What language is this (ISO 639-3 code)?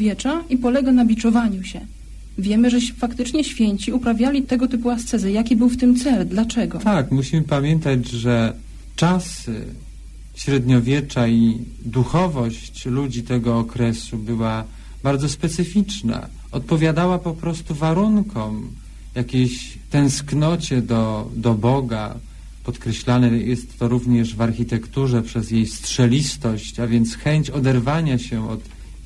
pol